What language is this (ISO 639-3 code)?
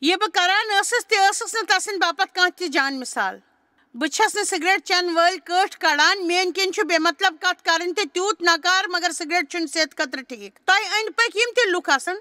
kas